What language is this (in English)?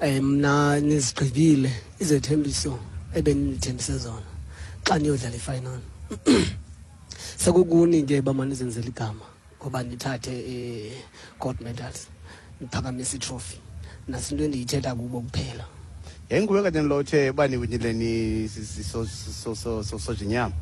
Xhosa